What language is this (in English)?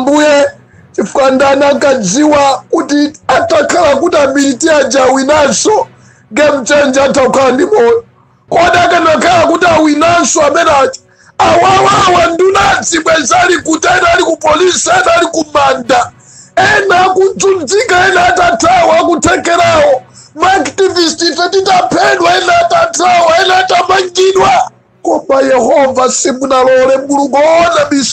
Nyanja